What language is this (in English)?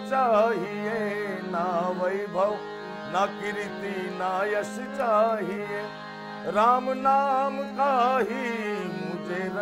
Gujarati